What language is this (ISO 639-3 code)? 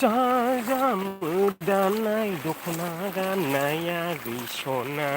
brx